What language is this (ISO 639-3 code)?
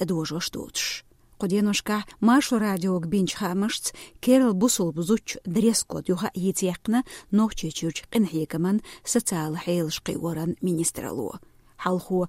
che